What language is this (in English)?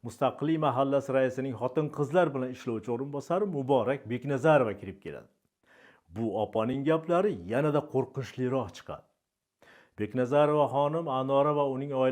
Uzbek